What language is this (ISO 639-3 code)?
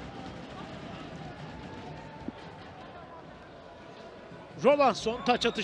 tur